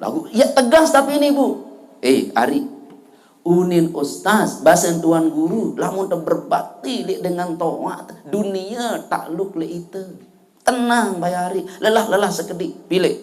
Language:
Sasak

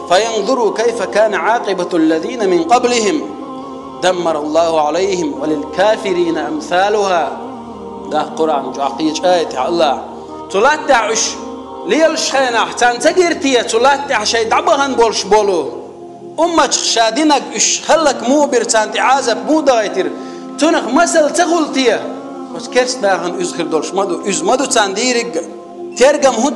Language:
Chechen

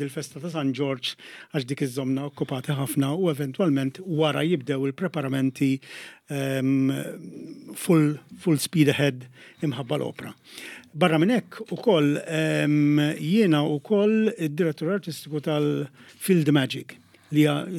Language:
Maltese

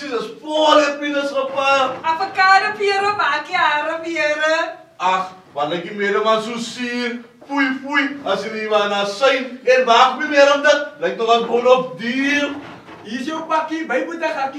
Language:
Afrikaans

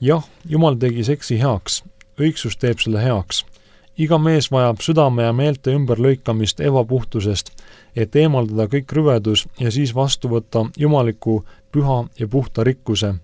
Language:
Estonian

